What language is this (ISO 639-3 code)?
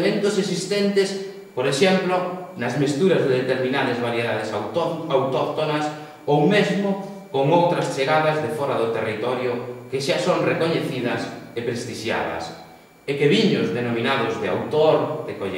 glg